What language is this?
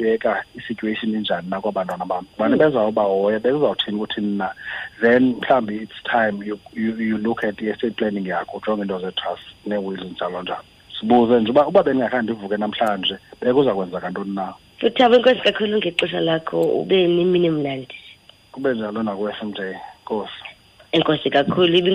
Xhosa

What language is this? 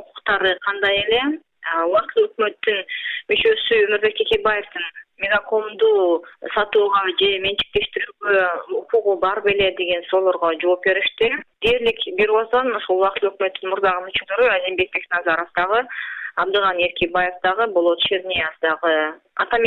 Kyrgyz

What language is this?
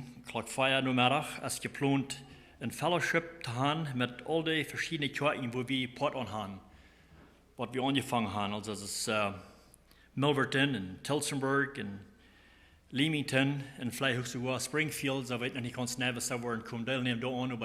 Plautdietsch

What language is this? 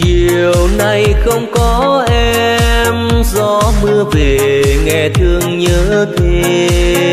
Vietnamese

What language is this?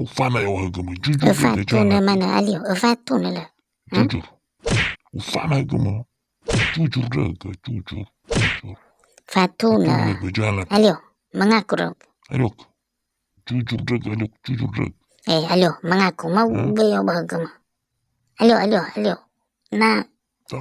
Nias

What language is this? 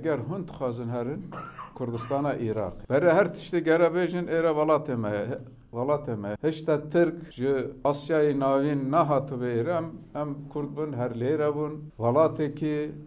Kurdish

